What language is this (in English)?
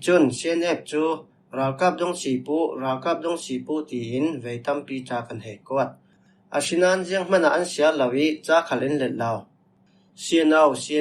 Falam Chin